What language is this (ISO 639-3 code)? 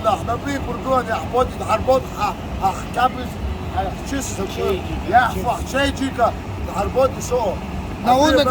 abk